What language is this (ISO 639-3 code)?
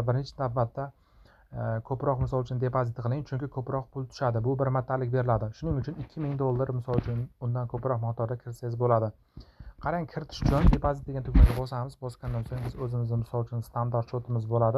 uzb